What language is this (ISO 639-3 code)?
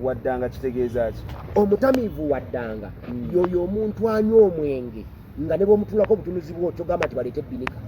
lug